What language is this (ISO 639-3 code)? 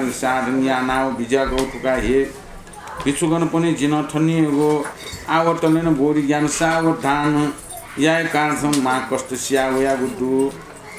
new